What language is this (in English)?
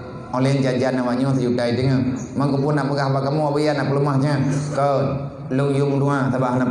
Achinese